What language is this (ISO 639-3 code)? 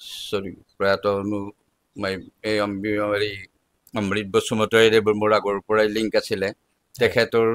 asm